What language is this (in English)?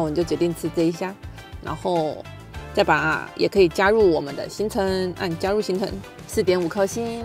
Chinese